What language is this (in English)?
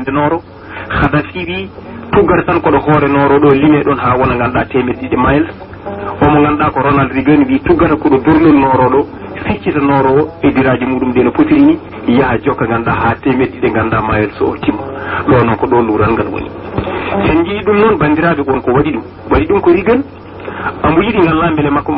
Fula